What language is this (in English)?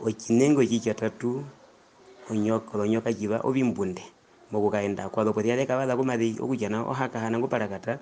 Herero